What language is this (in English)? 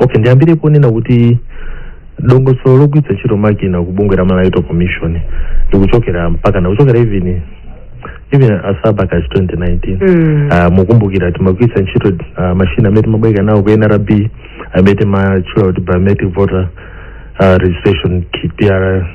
Nyanja